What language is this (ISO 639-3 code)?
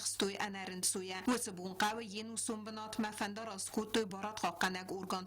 oss